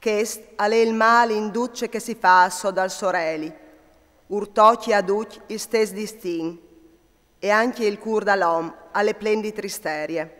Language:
Friulian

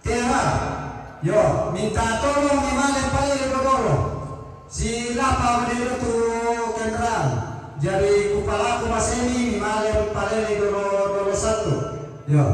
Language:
Toraja-Sa'dan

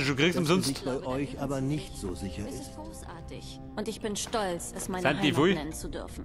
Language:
Bavarian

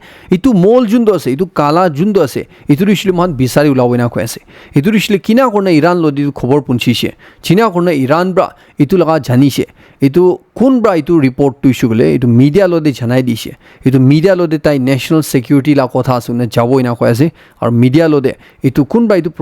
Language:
Naga Pidgin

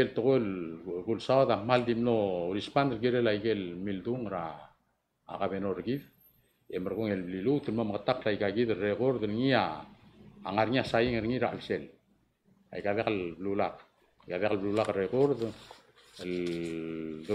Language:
Palauan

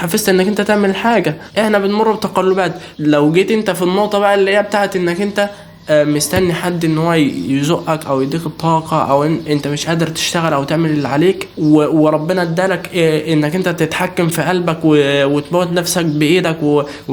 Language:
Egyptian Arabic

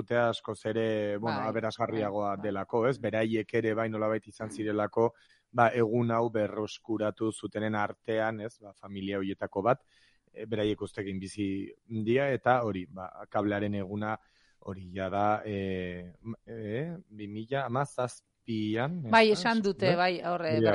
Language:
Basque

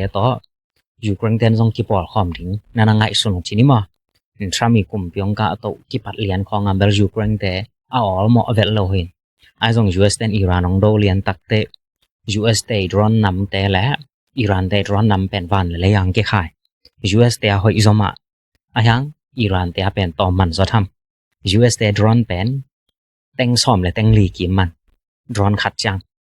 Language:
Tedim Chin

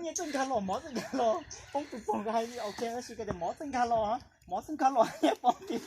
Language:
Hmong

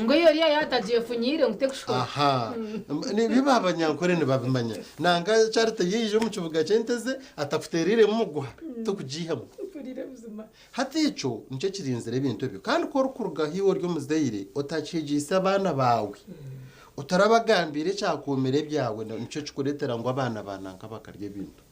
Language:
Nyankole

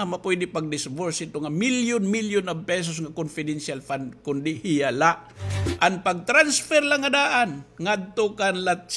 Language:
Waray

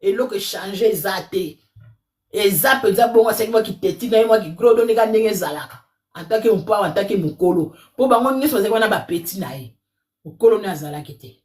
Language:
Lingala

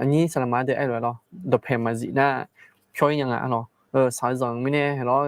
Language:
Akha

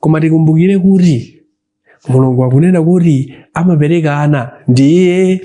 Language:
Nyanja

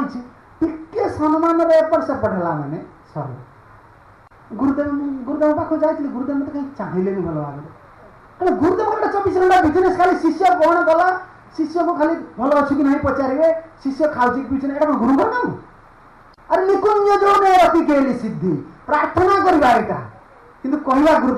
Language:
Odia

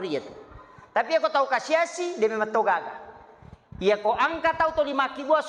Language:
Buginese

